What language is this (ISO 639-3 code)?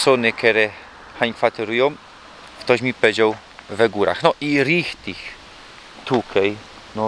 szl